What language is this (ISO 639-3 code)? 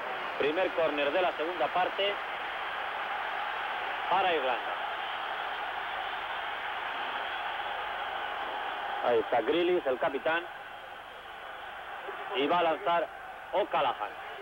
spa